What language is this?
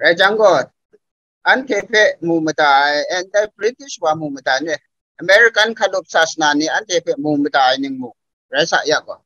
Kachin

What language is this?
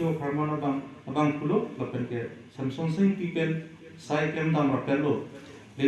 Karbi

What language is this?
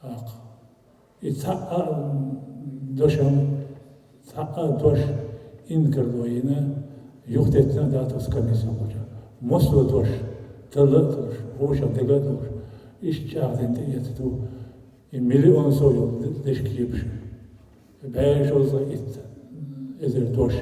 Chechen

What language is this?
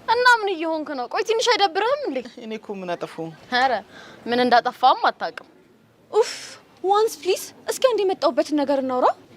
Amharic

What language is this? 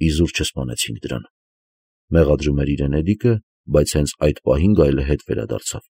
Armenian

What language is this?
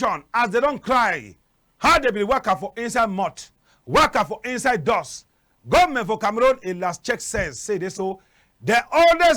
Cameroon Pidgin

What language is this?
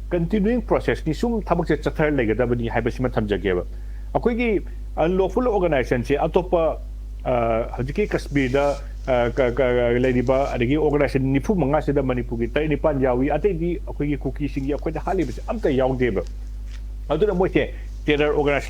Manipuri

